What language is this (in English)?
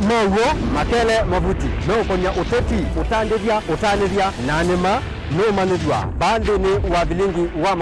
Kamba